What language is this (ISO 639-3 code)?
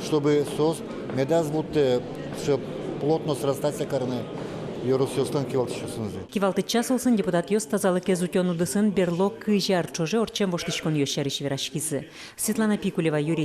udm